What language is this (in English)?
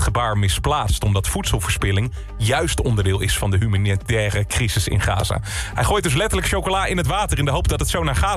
Dutch